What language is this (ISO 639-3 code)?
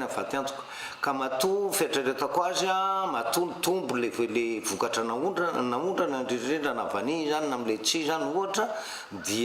mlg